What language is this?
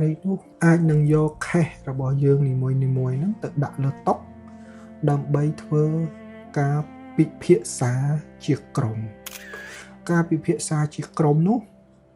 Khmer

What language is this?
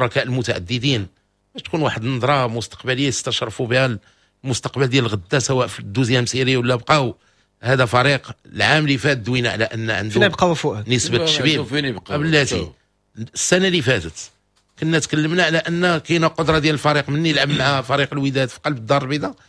Moroccan Arabic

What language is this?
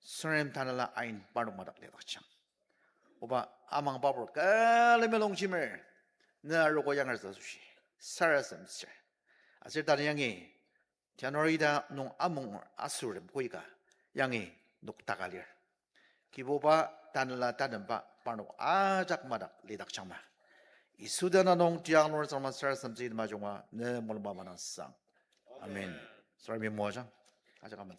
Ao Naga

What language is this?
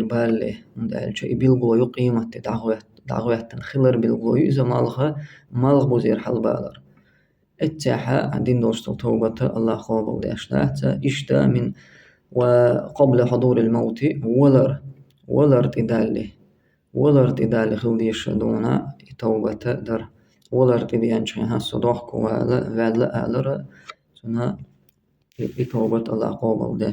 Chechen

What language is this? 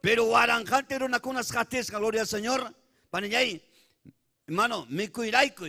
Ayacucho Quechua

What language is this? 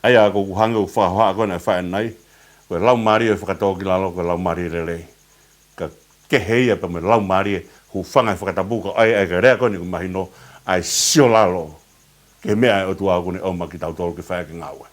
Tongan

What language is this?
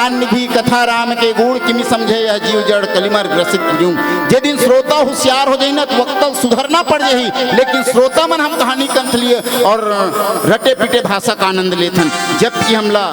Chhattisgarhi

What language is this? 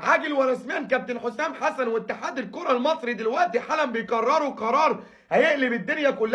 Egyptian Arabic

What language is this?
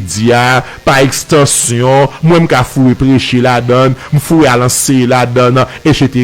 Haitian Creole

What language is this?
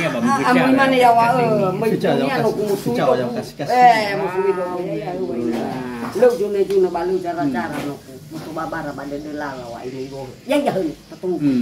Nias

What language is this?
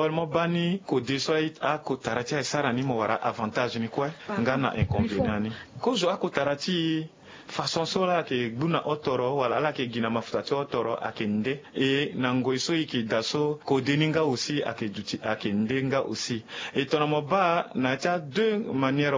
Sango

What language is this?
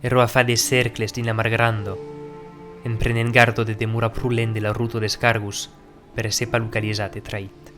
Occitan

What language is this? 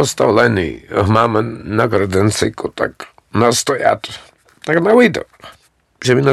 Rusyn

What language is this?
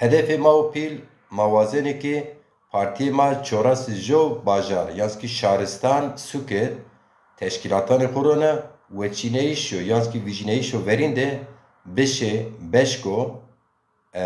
Zaza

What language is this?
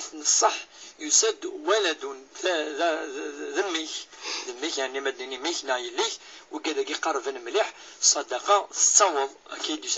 Kabyle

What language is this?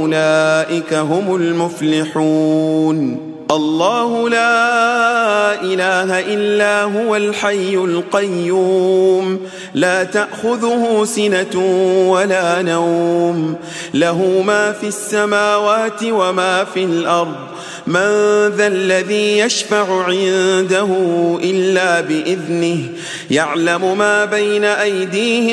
Arabic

